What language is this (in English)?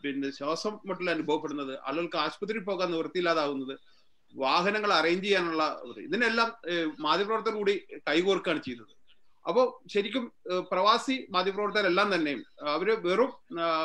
Malayalam